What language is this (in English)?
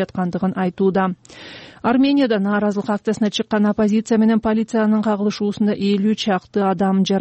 Kyrgyz